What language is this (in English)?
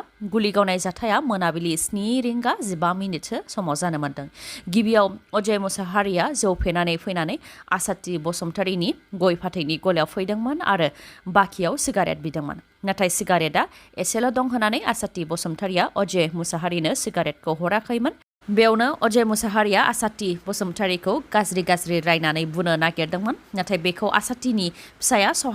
Bodo